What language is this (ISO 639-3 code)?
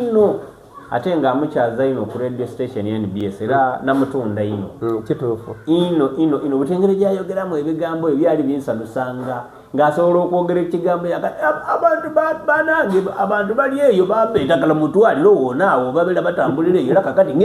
xog